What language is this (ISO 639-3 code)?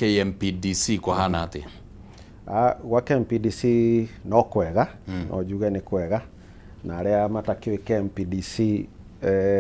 kik